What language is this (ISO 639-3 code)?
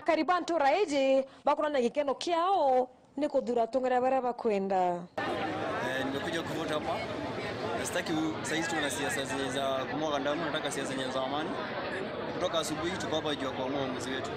mer